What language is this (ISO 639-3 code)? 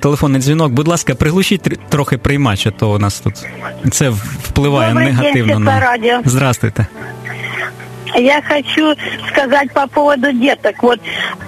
ukr